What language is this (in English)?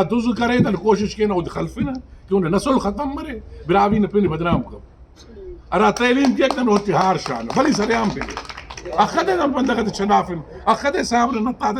Brahui